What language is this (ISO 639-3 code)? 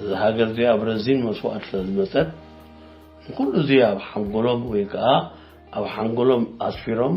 tir